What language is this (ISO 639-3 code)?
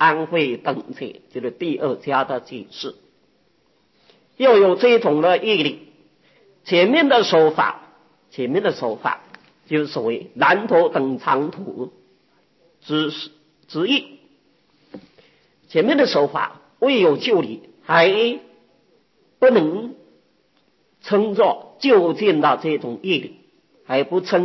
zho